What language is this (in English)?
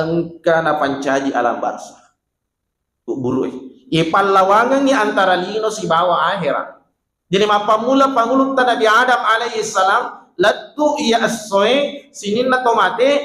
Buginese